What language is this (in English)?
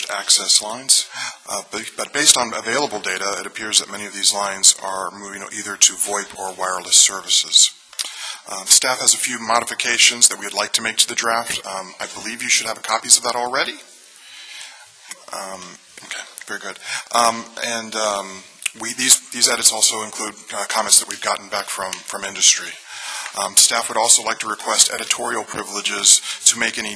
English